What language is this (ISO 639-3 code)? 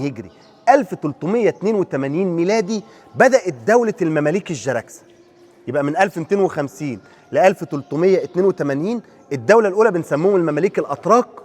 arz